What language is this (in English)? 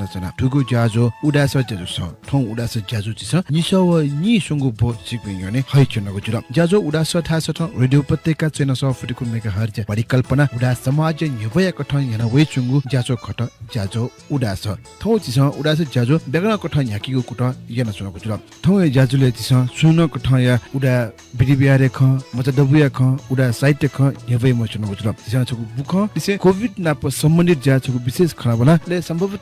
Newari